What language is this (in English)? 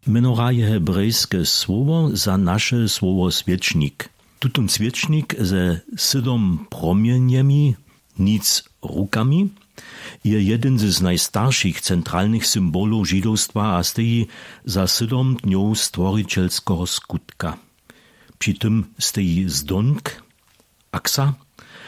Upper Sorbian